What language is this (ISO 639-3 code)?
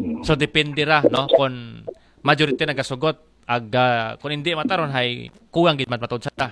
akl